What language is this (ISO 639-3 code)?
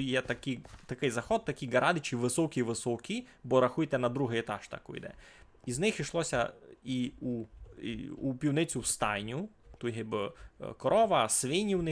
rue